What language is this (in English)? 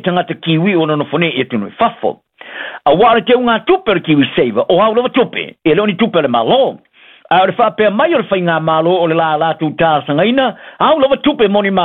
Samoan